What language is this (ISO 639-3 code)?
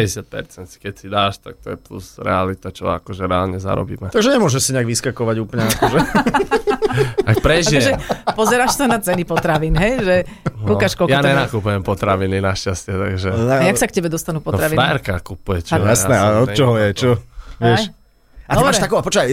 slk